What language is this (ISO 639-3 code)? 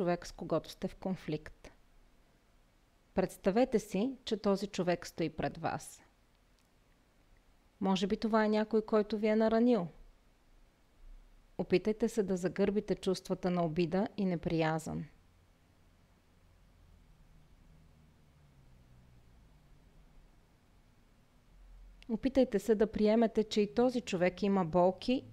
bul